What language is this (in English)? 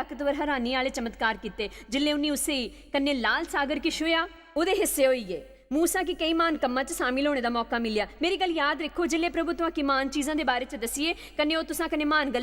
Dogri